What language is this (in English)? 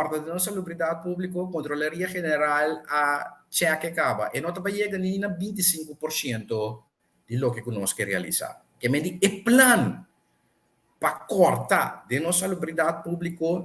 Papiamento